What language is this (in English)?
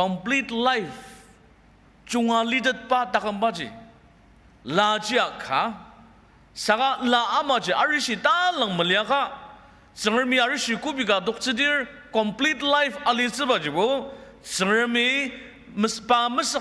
Ao Naga